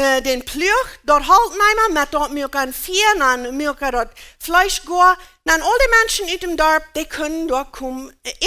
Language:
Plautdietsch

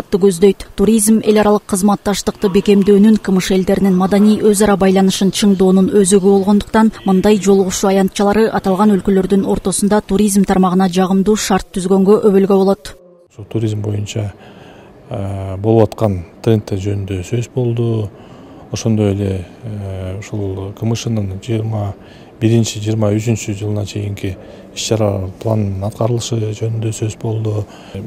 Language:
Kyrgyz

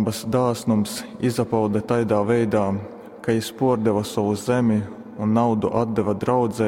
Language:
Latgalian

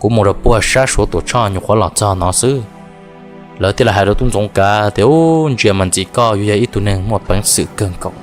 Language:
Hmong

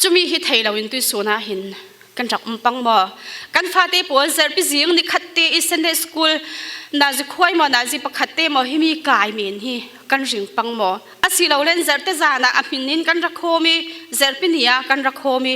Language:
Falam Chin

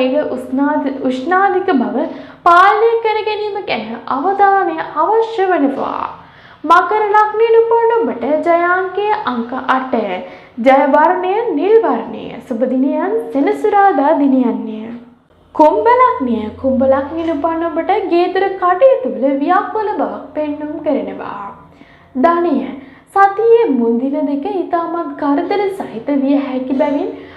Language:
Sinhala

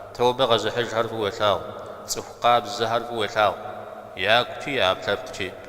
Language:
Kabardian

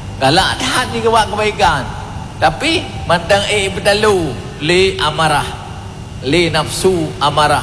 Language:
Achinese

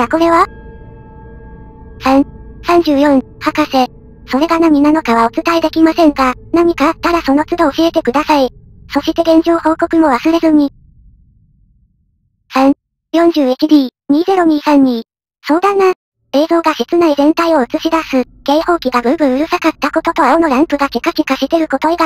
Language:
Japanese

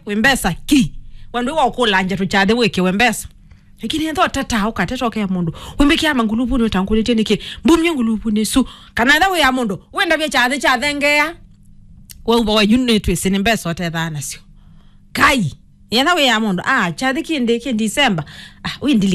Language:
Kamba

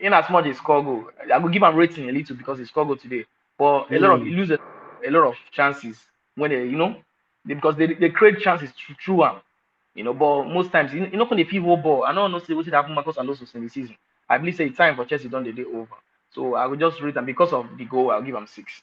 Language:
Nigerian Pidgin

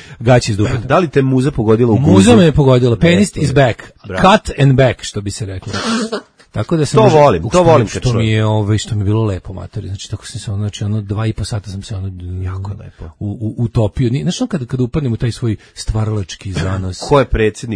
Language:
Serbian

